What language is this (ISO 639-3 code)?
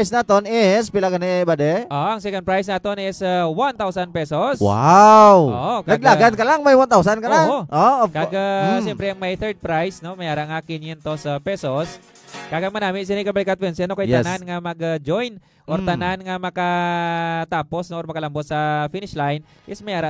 hil